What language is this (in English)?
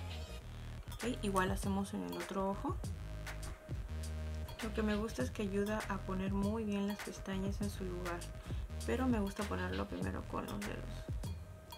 Spanish